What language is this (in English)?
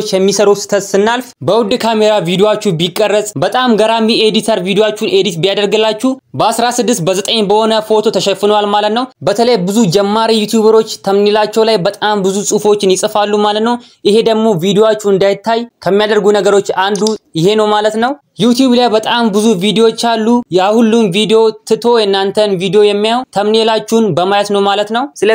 Amharic